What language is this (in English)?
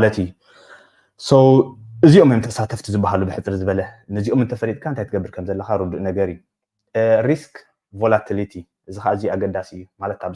Tigrinya